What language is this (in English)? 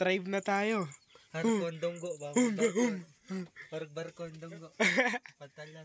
Cebuano